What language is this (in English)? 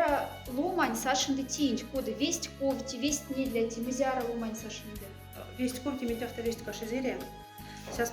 Moksha